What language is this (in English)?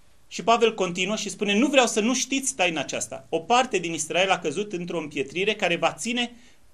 Romanian